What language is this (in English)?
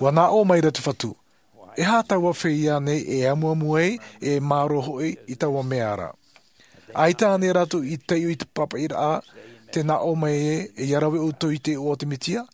Tahitian